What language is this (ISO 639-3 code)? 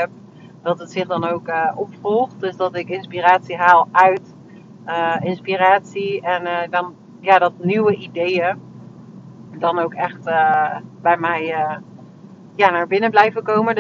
nld